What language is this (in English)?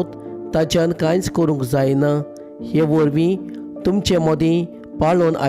Konkani